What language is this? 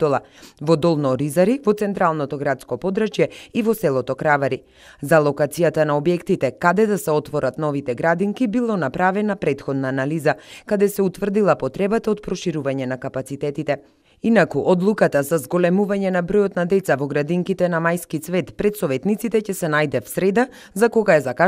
Macedonian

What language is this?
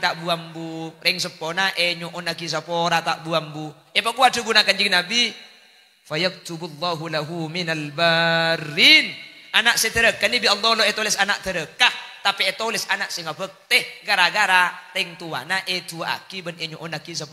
Madurese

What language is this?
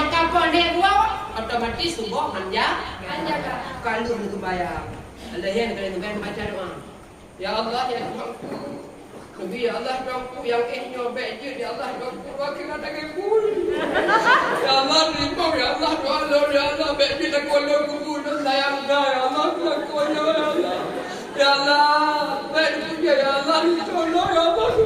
Achinese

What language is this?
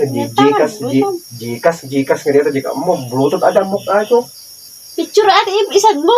Iloko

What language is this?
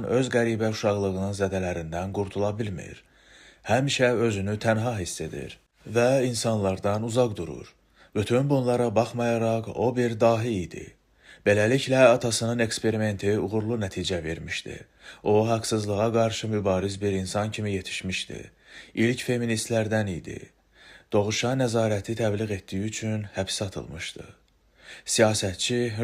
Azerbaijani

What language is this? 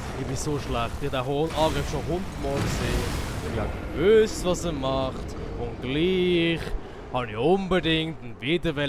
Swiss German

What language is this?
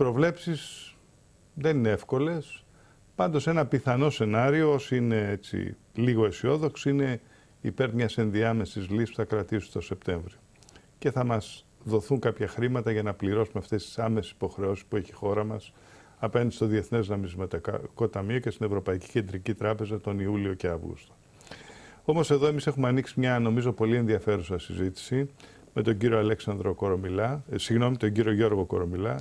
Greek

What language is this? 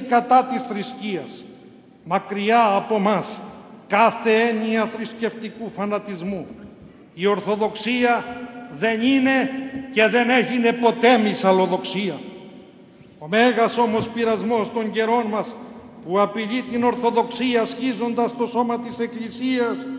Greek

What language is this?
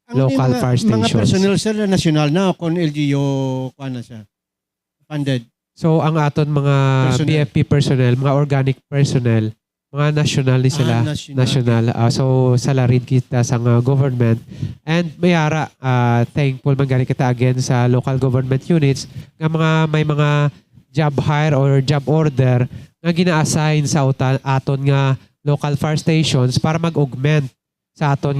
Hiligaynon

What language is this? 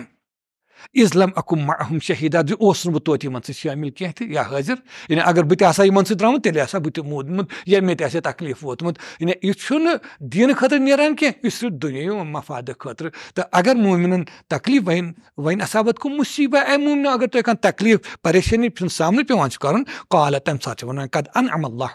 Kashmiri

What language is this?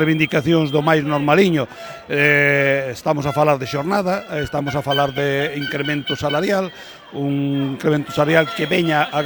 Galician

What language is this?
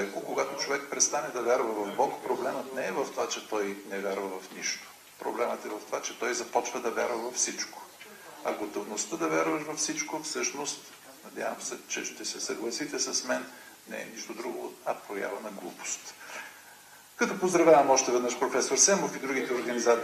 Bulgarian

